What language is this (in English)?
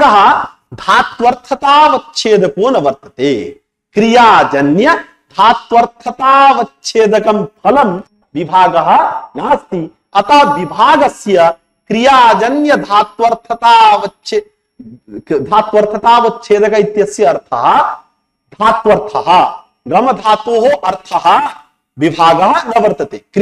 Sanskrit